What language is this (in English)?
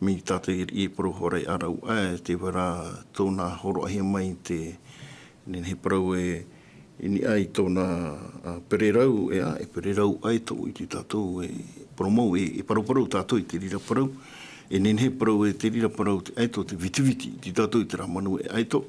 Tahitian